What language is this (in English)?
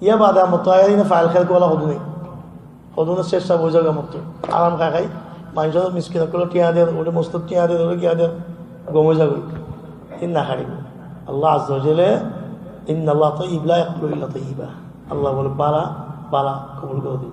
Rohingya